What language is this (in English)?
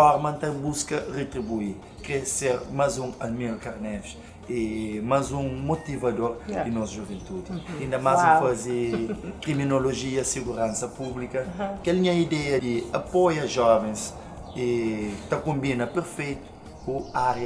Kabuverdianu